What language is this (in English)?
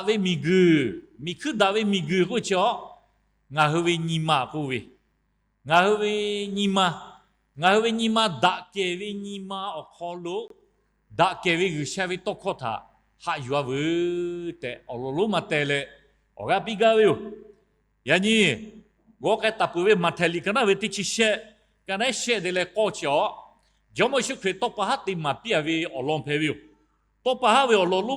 Lahu